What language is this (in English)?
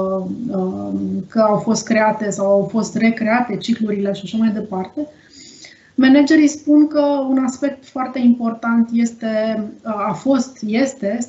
Romanian